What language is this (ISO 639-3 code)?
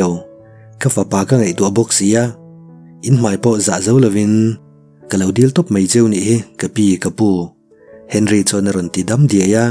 lus